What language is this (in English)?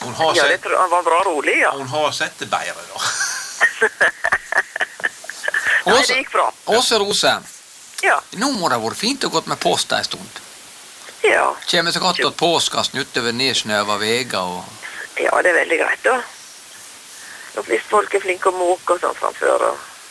Norwegian